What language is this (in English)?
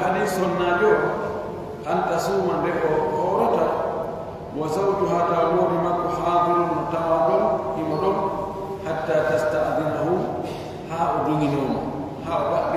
Pular